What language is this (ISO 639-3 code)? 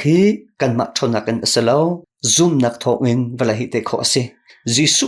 cnh